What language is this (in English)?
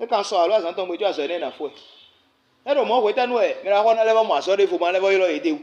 Fon